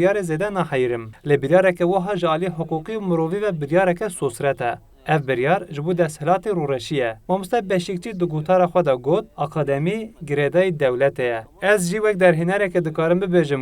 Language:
Kurdish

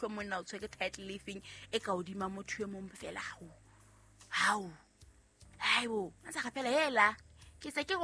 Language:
Southern Sotho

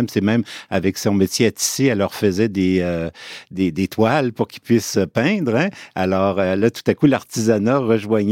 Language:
French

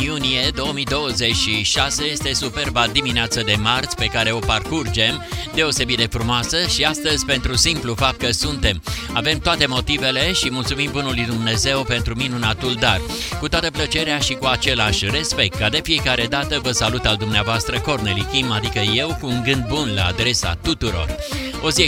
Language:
Romanian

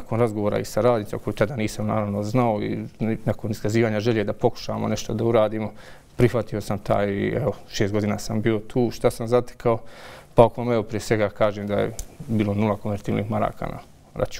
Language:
Bosnian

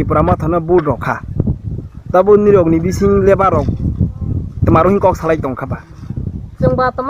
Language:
Kok Borok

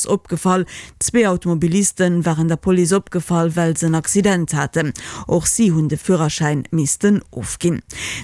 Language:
Luxembourgish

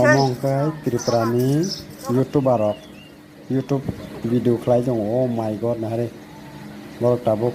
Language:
Kok Borok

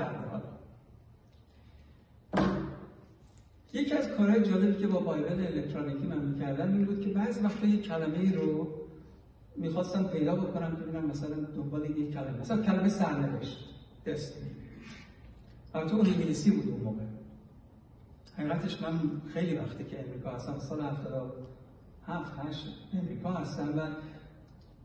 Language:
Persian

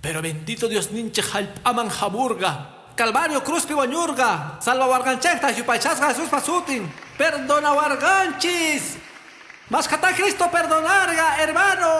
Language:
Quechua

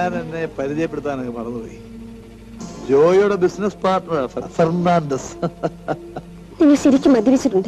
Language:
Malayalam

